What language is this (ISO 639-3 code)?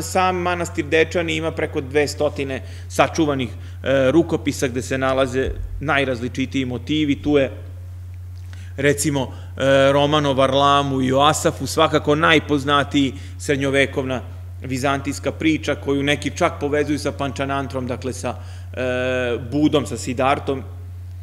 srp